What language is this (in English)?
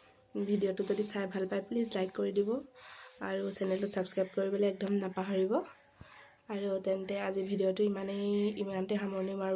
Assamese